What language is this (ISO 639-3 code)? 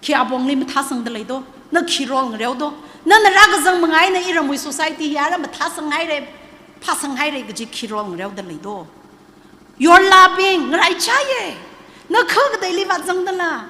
nmf